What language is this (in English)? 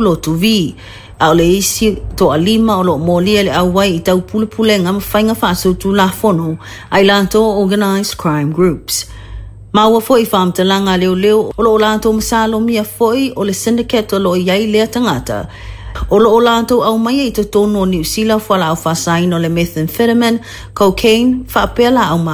Samoan